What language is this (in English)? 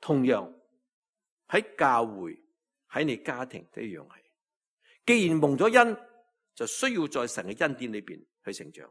Cantonese